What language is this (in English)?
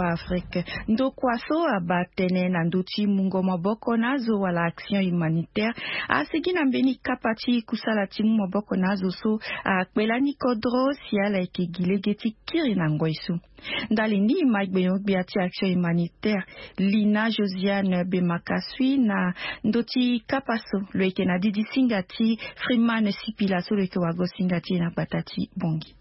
Sango